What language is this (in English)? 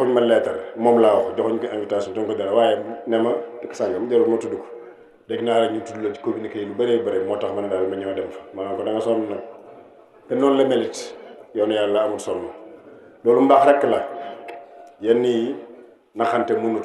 Wolof